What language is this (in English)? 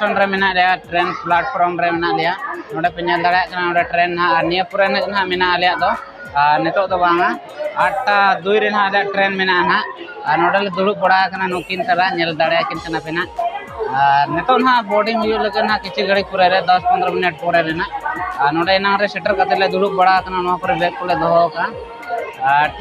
Santali